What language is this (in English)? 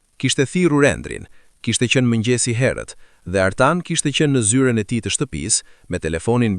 Albanian